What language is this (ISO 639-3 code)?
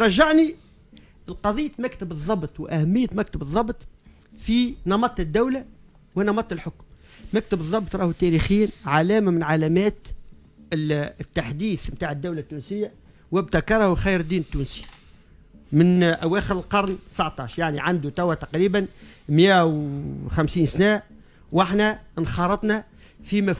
aeb